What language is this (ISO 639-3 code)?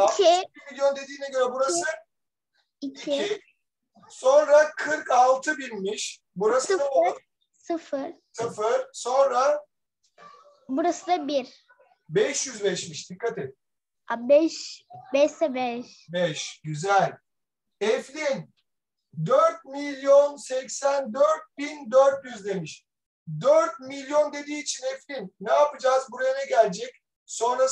tur